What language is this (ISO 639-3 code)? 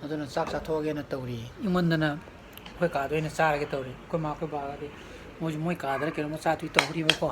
mni